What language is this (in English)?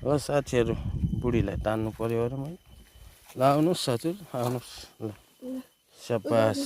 Nepali